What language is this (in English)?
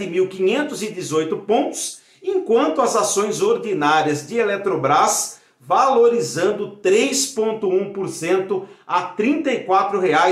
Portuguese